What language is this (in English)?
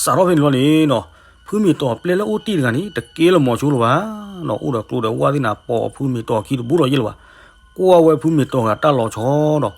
S'gaw Karen